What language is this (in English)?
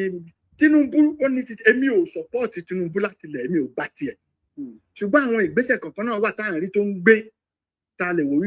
Yoruba